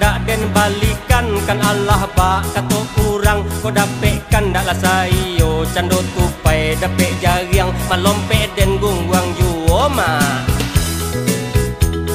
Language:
Minangkabau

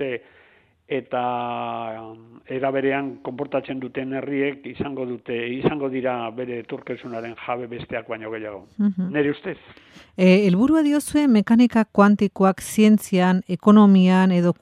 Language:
Basque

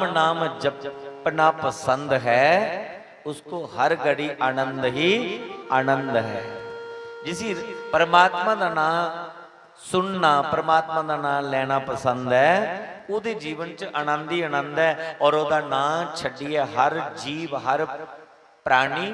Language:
Dogri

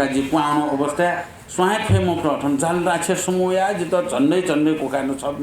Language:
Newari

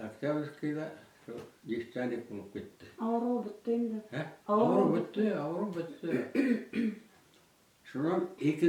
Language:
Bashkir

